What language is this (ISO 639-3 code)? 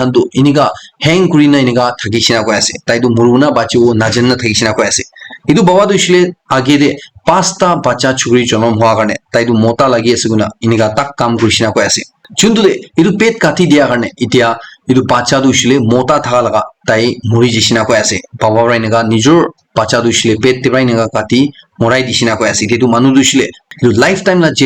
nag